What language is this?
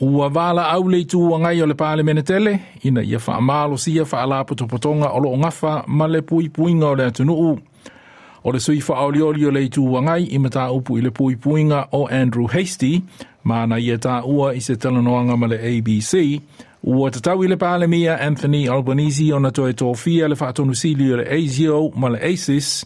Samoan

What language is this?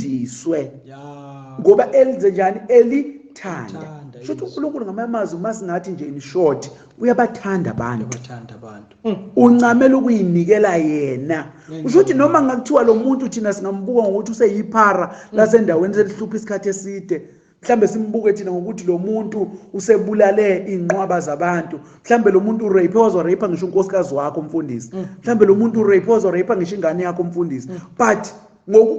Zulu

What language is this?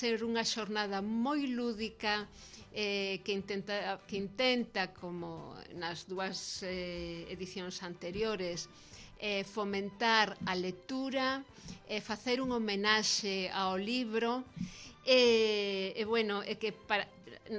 Galician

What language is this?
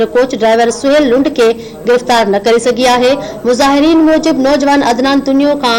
Sindhi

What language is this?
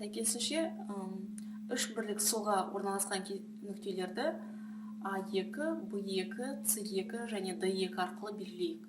Kazakh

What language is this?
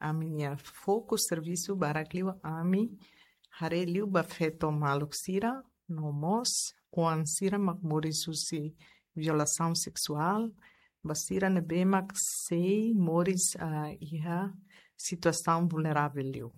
Tetum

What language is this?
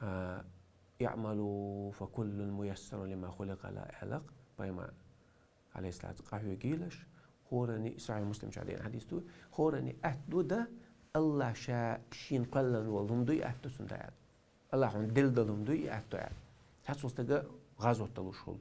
Chechen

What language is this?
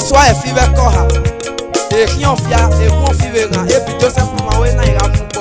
Esan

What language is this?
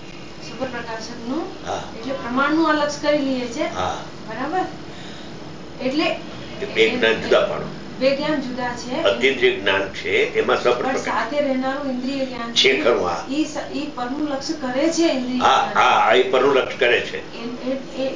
Gujarati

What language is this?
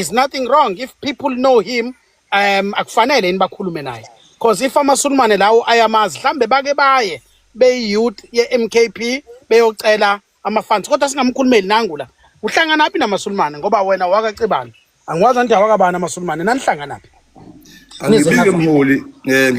Zulu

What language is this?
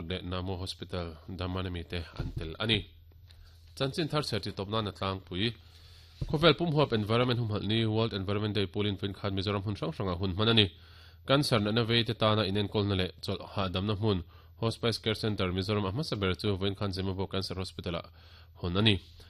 Mizo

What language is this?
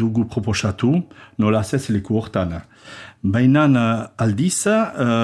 Basque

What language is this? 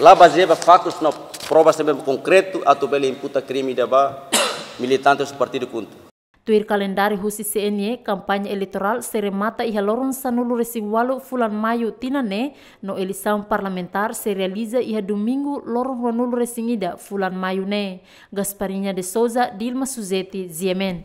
Tetum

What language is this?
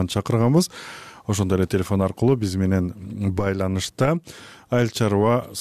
Kyrgyz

